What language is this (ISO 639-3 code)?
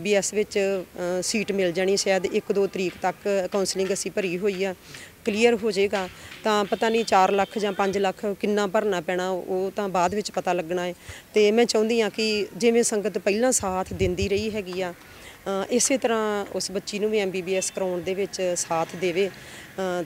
pan